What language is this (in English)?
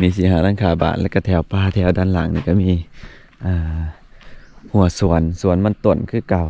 Lao